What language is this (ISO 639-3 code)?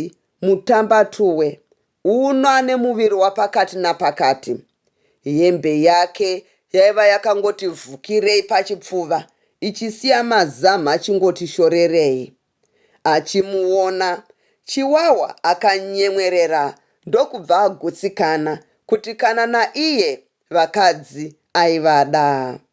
sna